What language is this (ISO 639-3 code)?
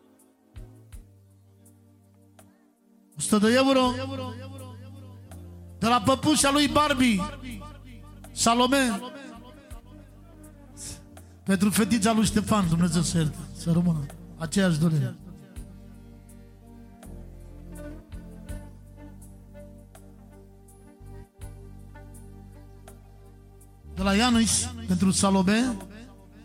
ron